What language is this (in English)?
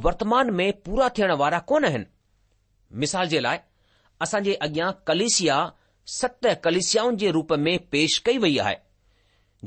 Sindhi